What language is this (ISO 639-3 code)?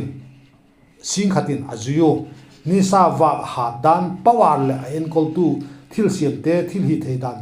vap